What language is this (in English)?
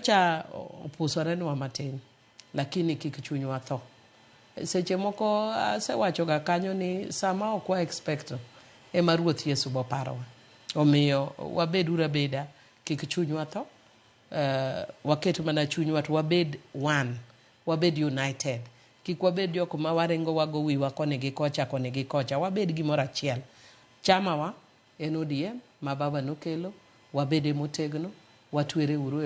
Luo (Kenya and Tanzania)